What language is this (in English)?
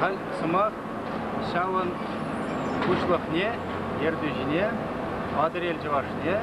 Chuvash